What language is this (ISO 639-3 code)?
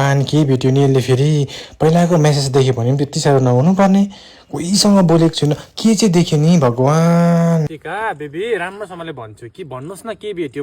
nep